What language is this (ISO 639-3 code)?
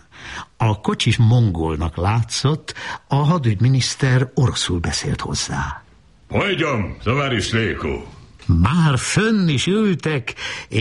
hun